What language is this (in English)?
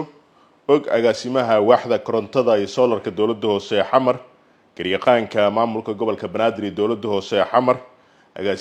Somali